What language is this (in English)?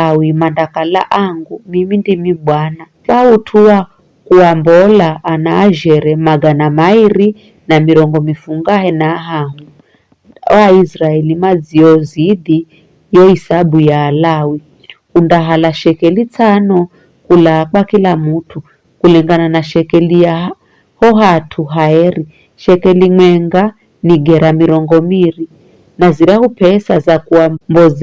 Giryama